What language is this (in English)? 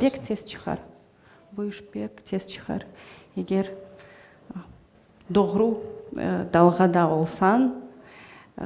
Crimean Tatar